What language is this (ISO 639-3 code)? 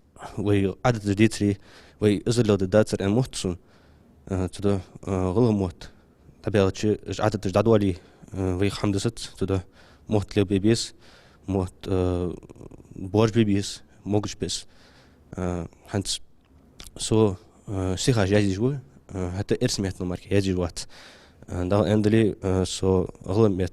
inh